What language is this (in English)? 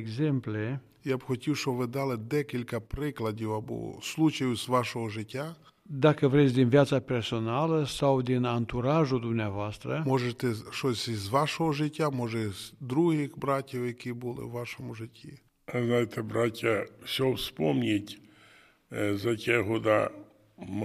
Romanian